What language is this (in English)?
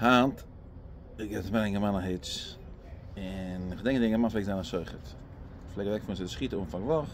Yiddish